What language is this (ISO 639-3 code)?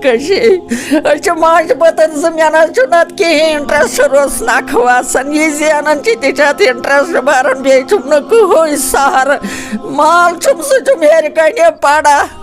kas